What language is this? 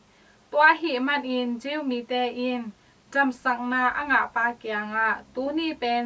Tedim Chin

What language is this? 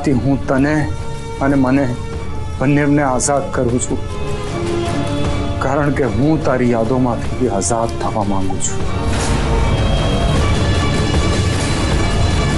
Gujarati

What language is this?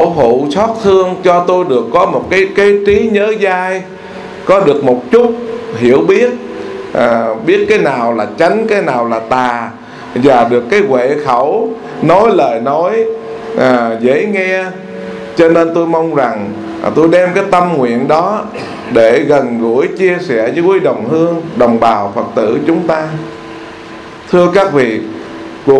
Vietnamese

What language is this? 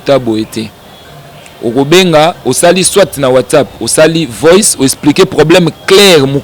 Lingala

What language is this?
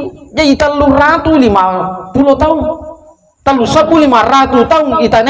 Buginese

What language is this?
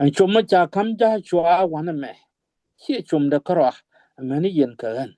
Nuer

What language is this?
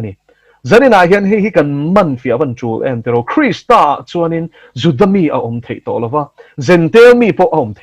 Mizo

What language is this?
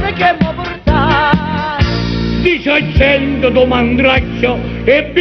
Neapolitan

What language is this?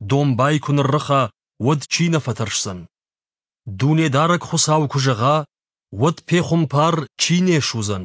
Ossetic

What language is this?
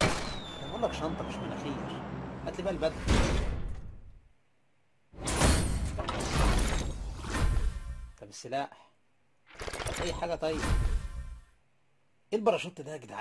Egyptian Arabic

